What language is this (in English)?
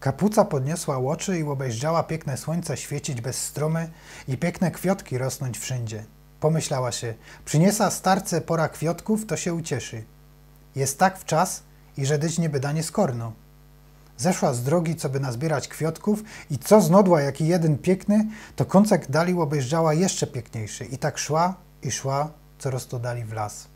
Silesian